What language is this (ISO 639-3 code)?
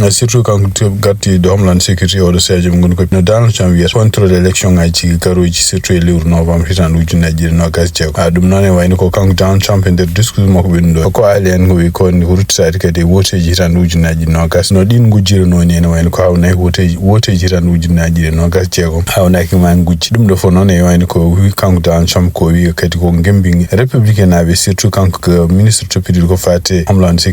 ful